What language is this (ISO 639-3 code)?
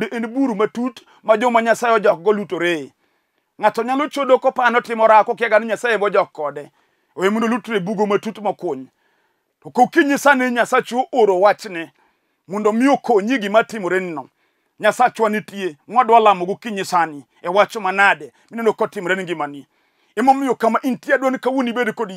luo